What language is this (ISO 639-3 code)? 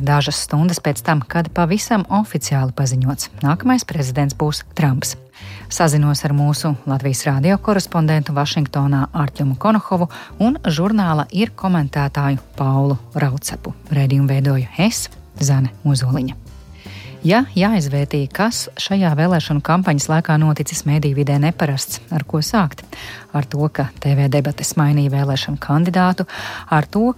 lav